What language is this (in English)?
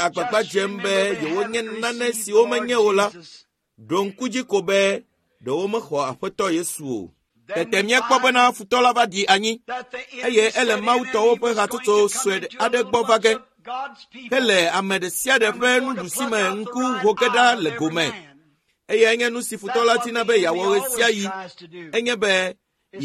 Ewe